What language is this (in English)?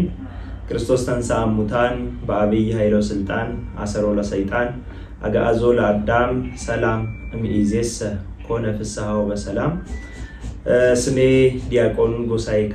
Amharic